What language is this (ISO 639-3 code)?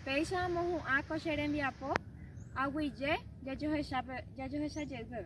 grn